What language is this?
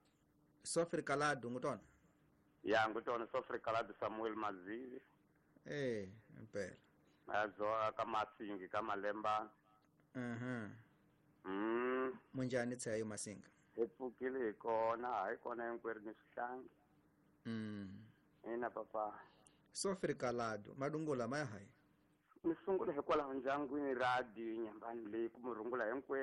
Tsonga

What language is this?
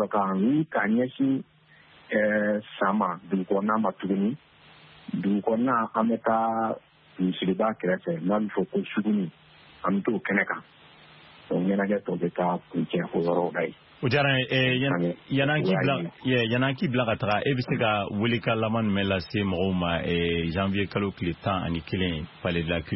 Bambara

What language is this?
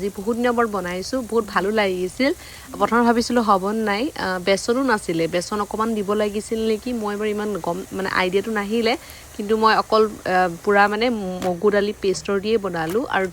Assamese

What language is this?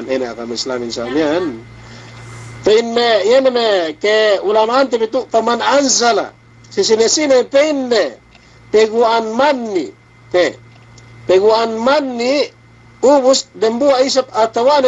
Yakan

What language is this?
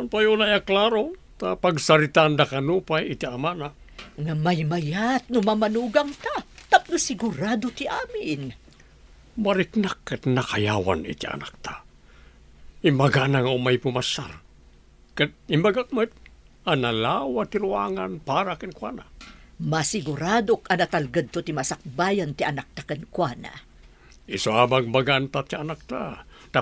Iloko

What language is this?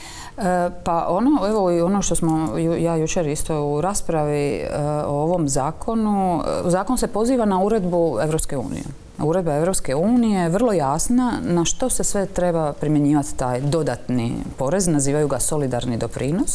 Croatian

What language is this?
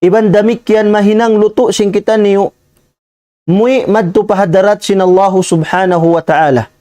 Tausug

